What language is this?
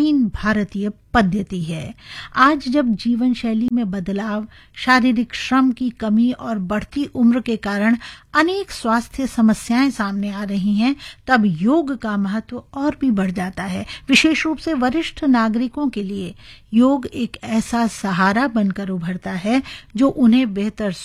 Hindi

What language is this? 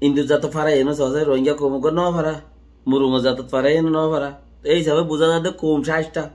Rohingya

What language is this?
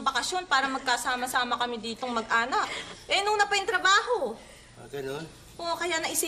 Filipino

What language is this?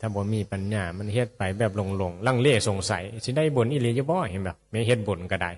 Northeastern Thai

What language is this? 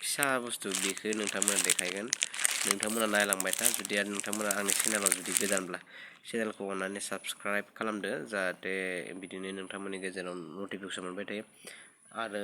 Bodo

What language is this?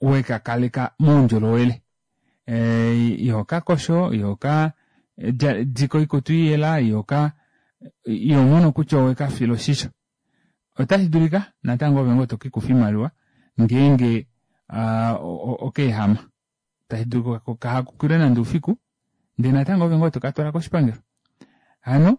Kuanyama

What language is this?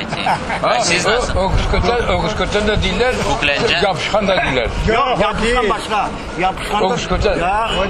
Crimean Tatar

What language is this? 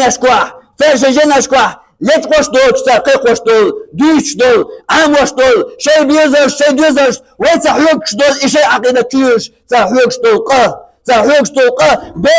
Chechen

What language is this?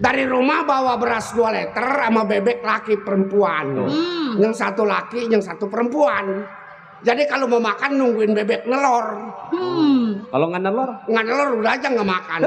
Betawi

